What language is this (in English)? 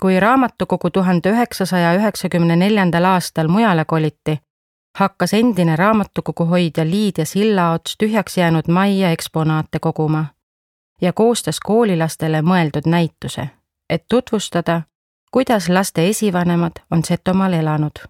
Estonian